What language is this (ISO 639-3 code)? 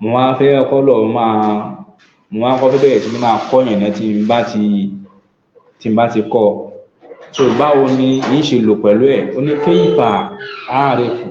yor